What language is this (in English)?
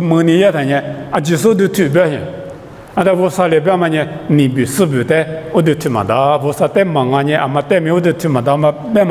Lisu